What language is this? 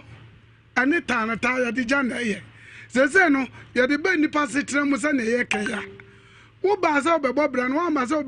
Akan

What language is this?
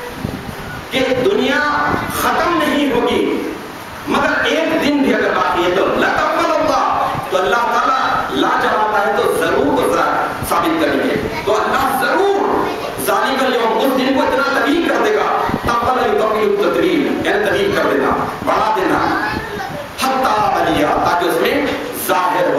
Urdu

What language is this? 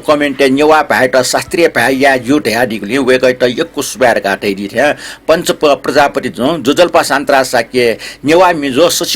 Newari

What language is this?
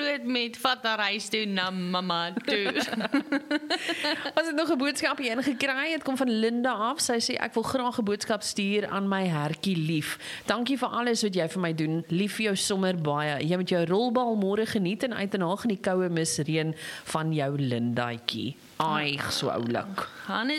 Afrikaans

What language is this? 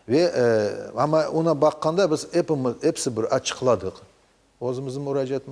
Crimean Tatar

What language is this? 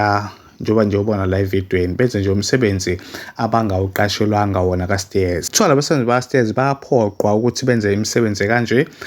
Zulu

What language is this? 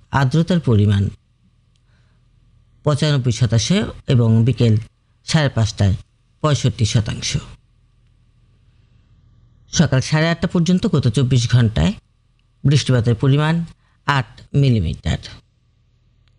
Bangla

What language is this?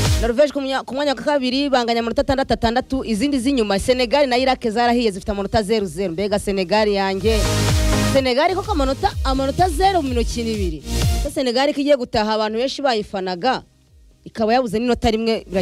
Kinyarwanda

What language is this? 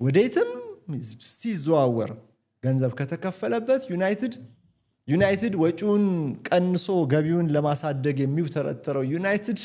Amharic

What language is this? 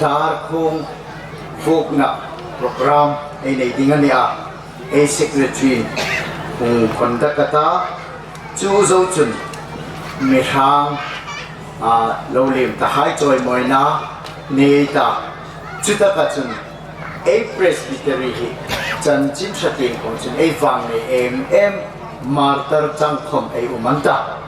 Hmar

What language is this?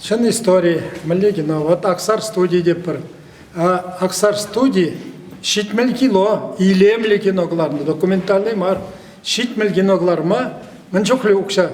Chuvash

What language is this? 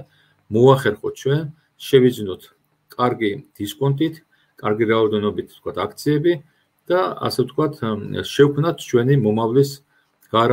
Georgian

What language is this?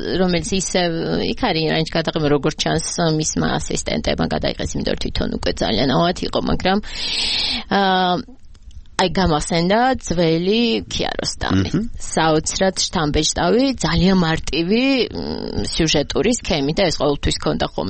Georgian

